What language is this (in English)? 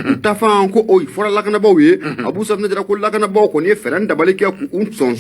Bambara